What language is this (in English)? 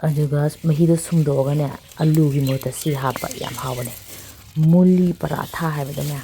Manipuri